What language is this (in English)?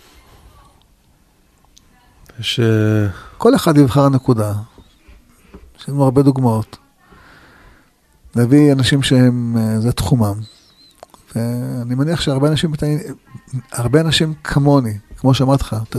Hebrew